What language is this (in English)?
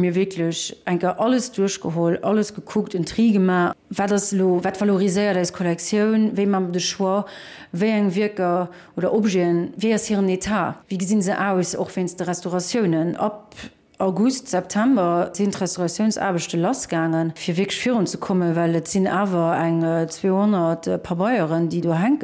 Luxembourgish